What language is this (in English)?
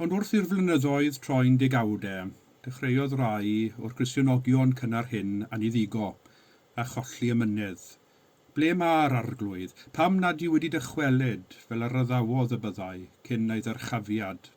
Welsh